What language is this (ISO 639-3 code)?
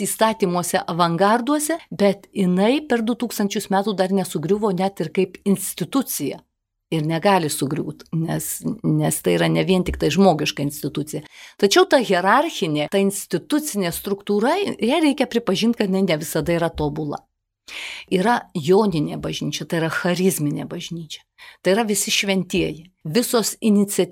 lit